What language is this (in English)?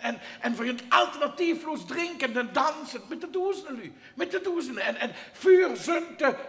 Limburgish